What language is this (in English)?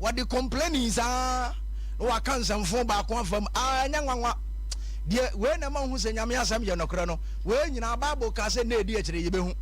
Akan